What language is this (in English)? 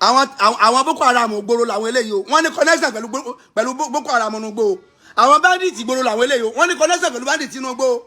Yoruba